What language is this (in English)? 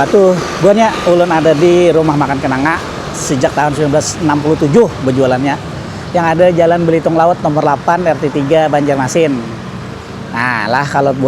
Banjar